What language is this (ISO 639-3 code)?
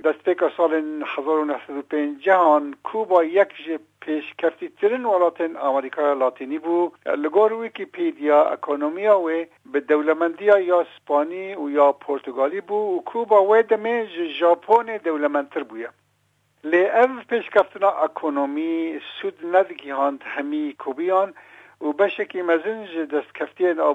kur